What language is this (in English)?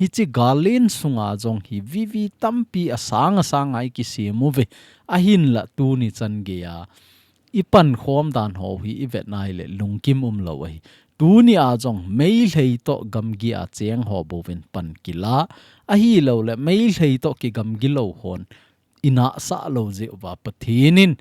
Thado Chin